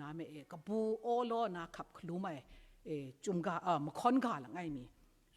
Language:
Kachin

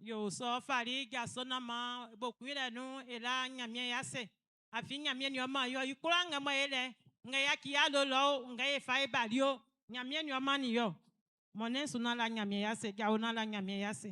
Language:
Baoulé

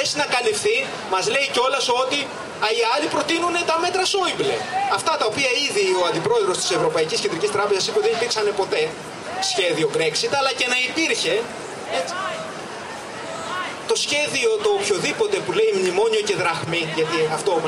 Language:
Greek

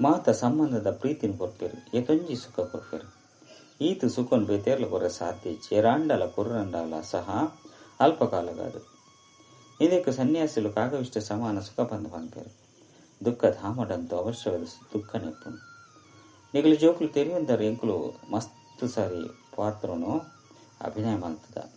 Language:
Tulu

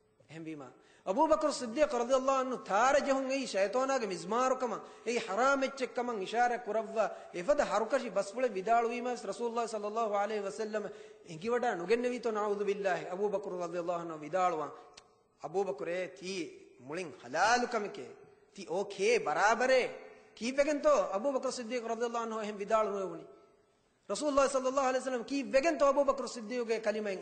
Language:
Divehi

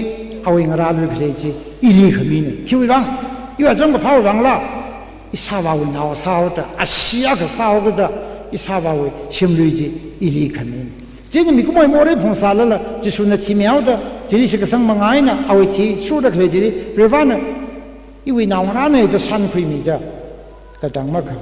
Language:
Tangkhul Naga (India)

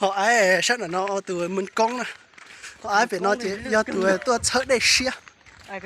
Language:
Hmong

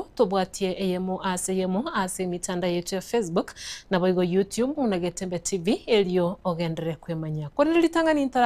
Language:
Gusii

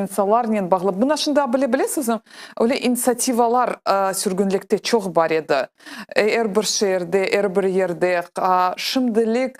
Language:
Crimean Tatar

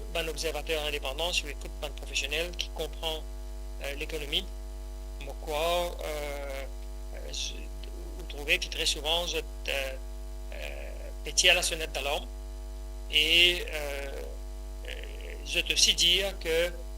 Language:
Morisyen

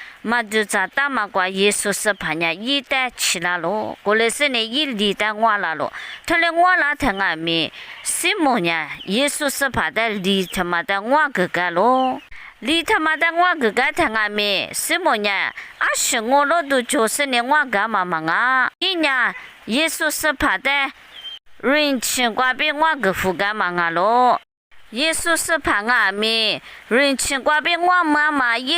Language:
Lisu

